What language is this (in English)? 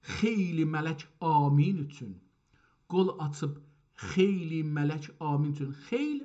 South Azerbaijani